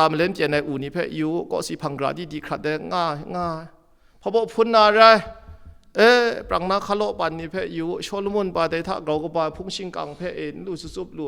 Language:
Kachin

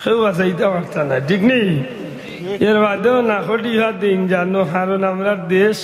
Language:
Sylheti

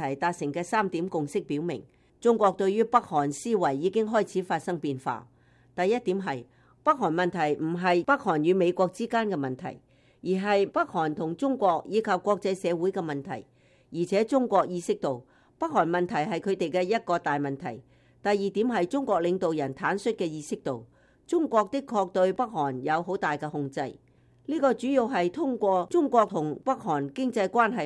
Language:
Cantonese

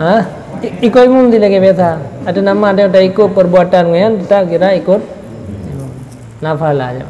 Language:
Achinese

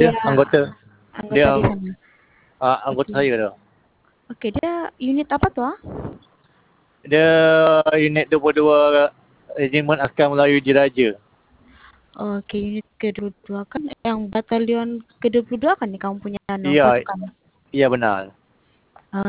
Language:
Malay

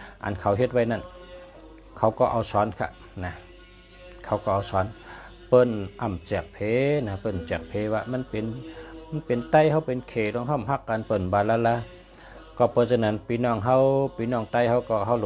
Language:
Shan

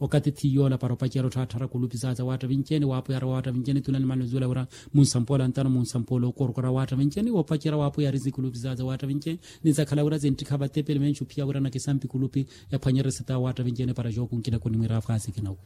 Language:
Makhuwa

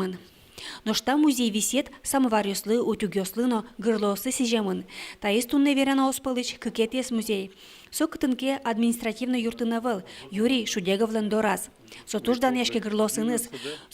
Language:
Udmurt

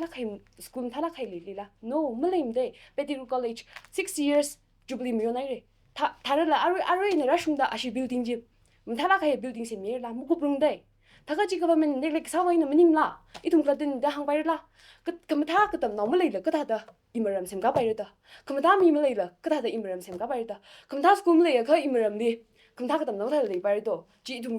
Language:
Tangkhul Naga (India)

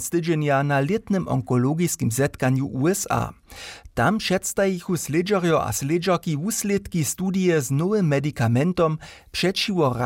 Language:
Upper Sorbian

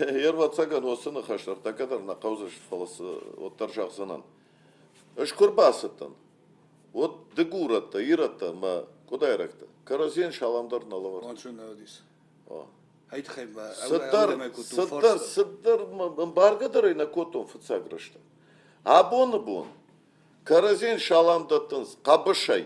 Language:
Ossetic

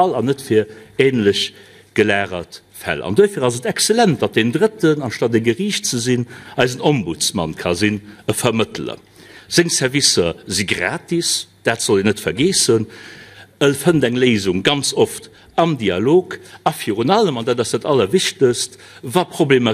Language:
Luxembourgish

